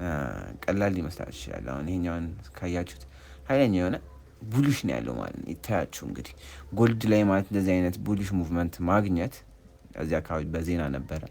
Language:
Amharic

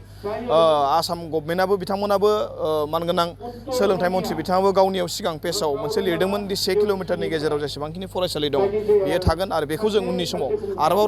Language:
Bodo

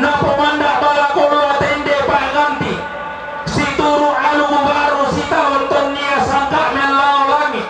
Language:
Toraja-Sa'dan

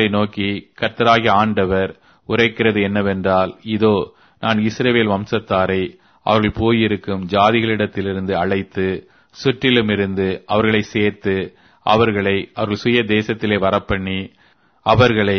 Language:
Tamil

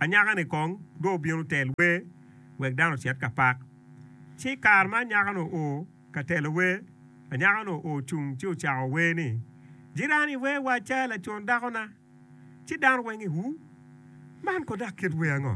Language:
Acoli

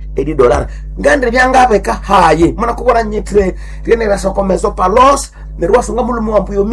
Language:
Nande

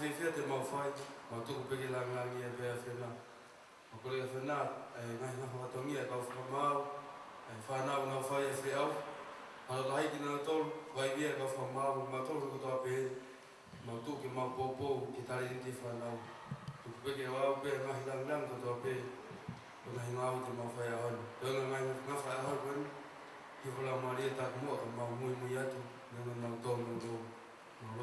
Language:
Tongan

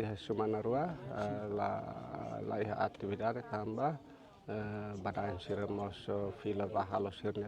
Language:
Tetum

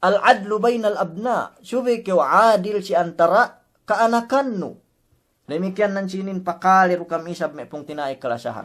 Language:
Yakan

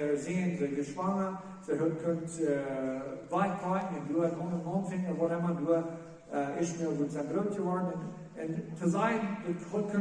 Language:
Plautdietsch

